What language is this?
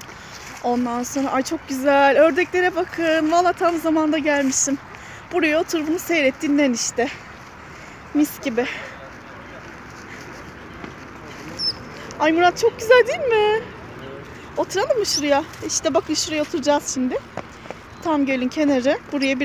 Turkish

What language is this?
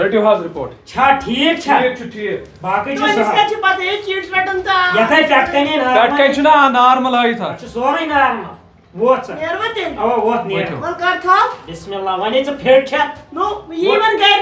Kashmiri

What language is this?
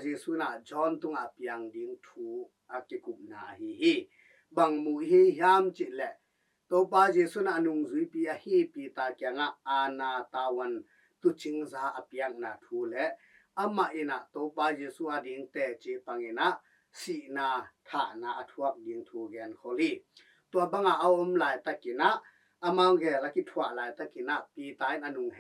Tedim Chin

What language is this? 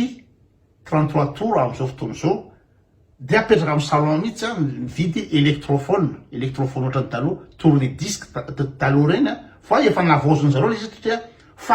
Malagasy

